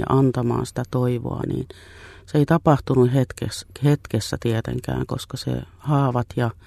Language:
Finnish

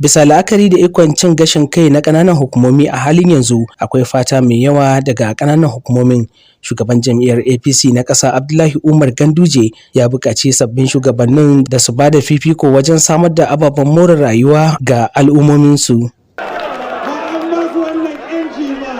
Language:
Hausa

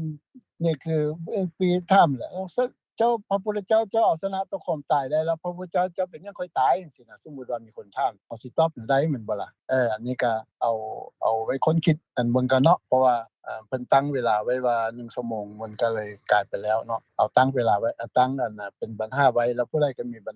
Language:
Lao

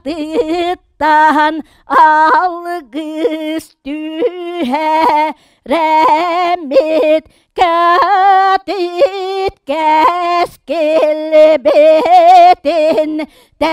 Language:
Yakut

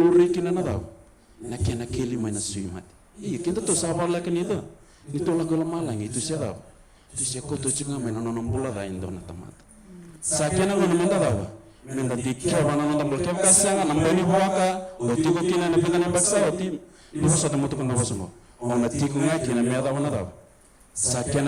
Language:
Fijian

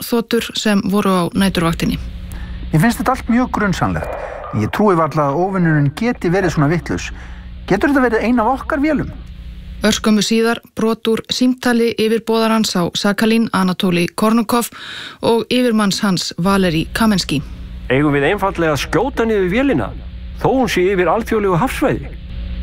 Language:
Icelandic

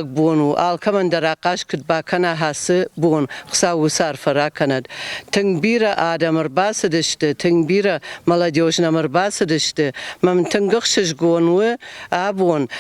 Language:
Ossetic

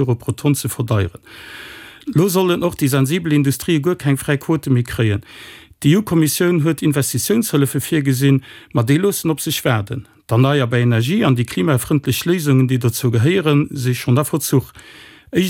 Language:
Luxembourgish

